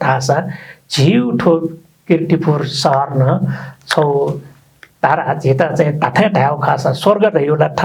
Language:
Newari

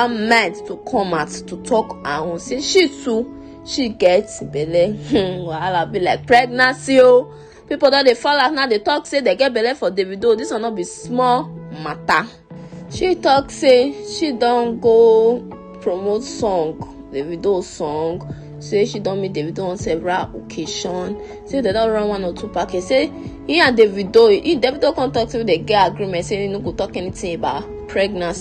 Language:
Nigerian Pidgin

